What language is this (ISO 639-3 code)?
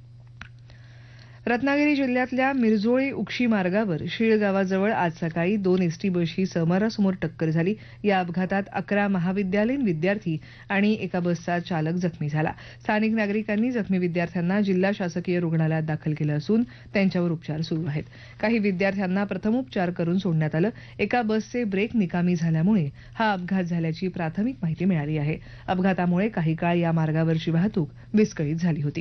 mar